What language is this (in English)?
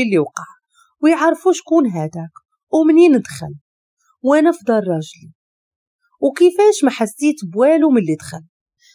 Moroccan Arabic